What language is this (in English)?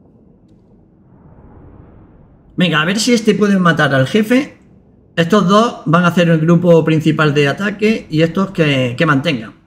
Spanish